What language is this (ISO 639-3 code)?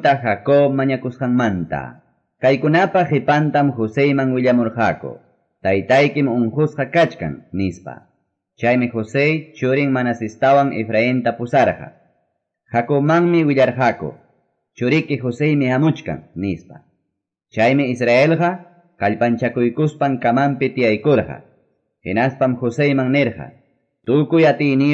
que